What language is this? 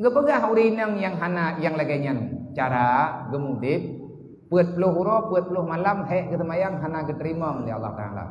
Achinese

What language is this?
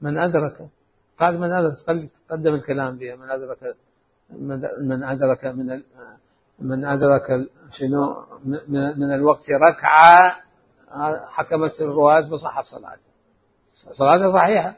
Mesopotamian Arabic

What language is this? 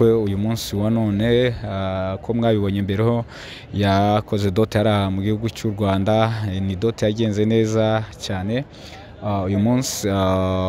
Kinyarwanda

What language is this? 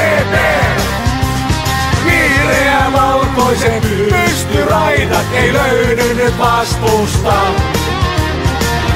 Finnish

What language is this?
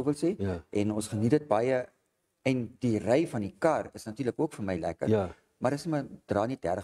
Afrikaans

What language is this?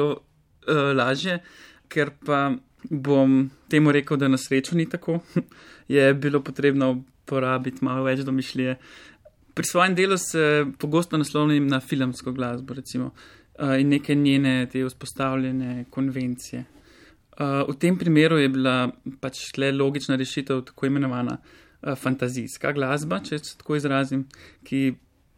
Slovenian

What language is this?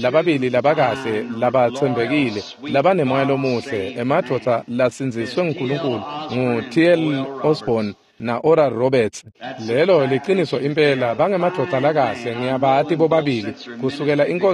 Swati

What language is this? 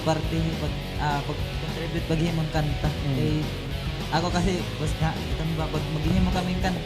Waray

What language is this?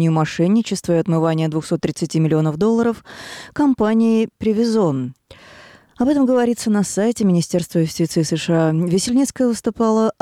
Russian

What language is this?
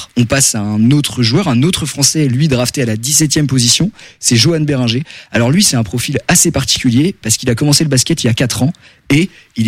French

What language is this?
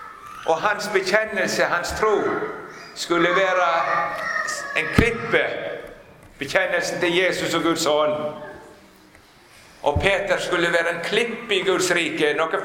Norwegian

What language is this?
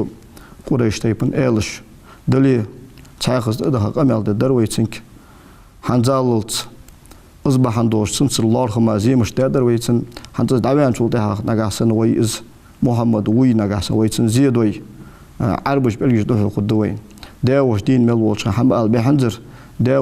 Ingush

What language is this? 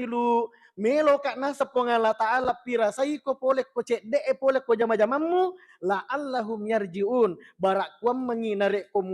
Buginese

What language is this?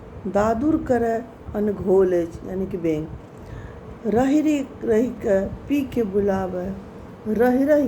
Maithili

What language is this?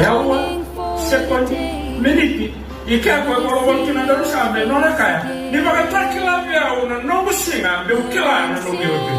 Fijian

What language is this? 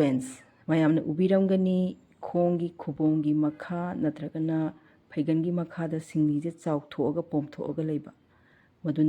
Manipuri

